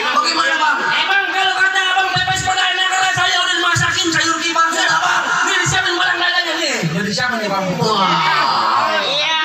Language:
Betawi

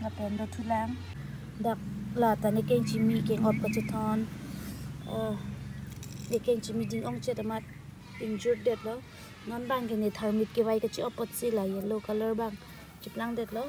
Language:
Karbi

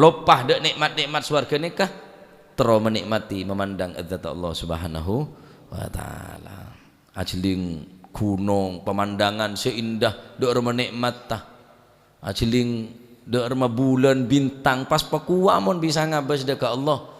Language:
Madurese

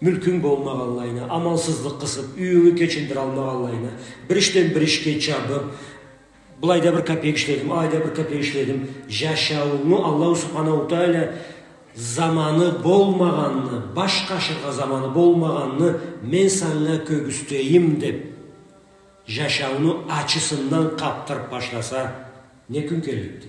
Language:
Karachay-Balkar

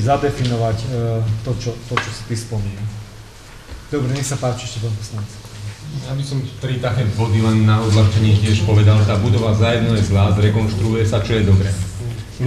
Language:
Slovak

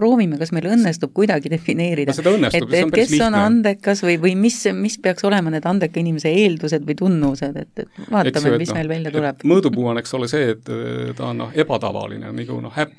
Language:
Estonian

